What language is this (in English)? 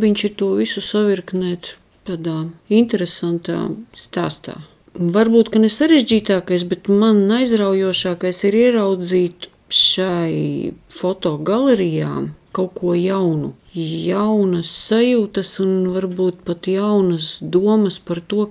Latvian